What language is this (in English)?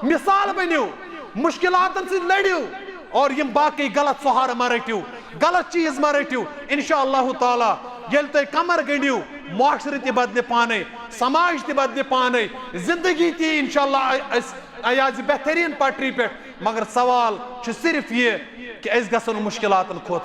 Kashmiri